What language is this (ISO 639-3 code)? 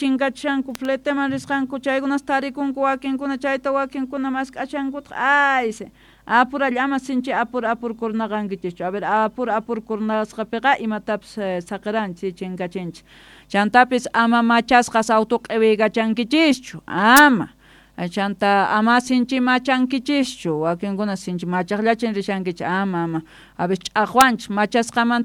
que